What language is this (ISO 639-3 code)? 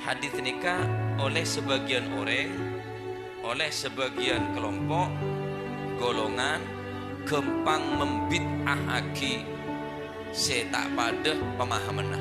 mad